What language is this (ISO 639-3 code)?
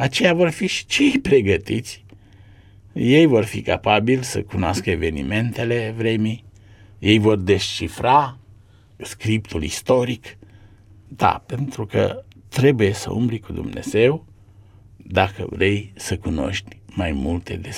ron